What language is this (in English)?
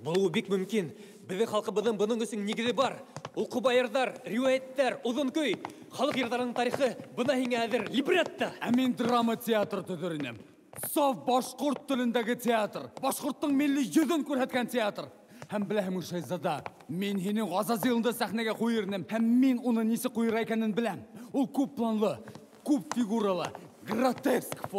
Bashkir